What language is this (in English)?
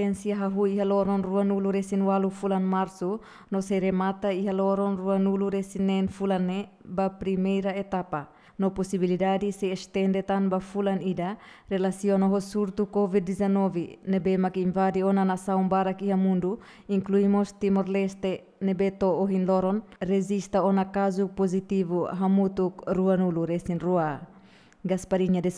Tetum